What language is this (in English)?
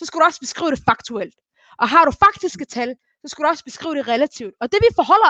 Danish